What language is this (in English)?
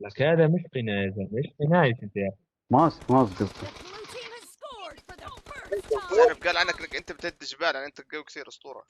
North Levantine Arabic